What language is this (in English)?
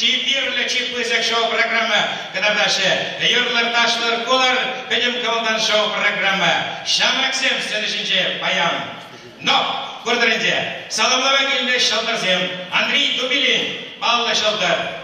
Chuvash